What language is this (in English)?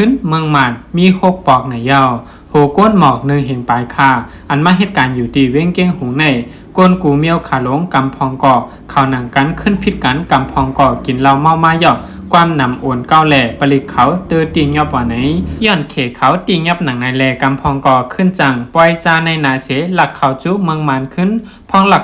Shan